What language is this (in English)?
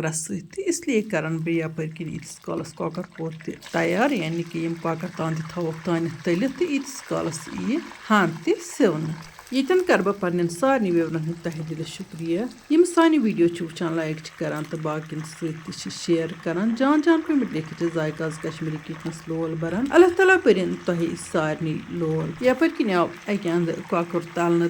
Kashmiri